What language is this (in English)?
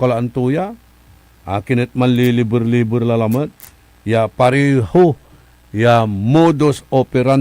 Pangasinan